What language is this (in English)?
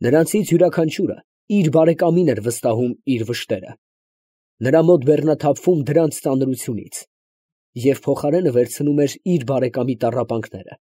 Armenian